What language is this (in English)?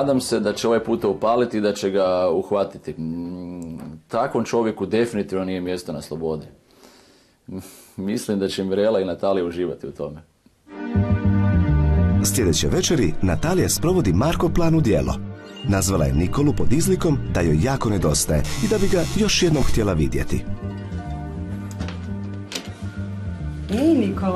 Croatian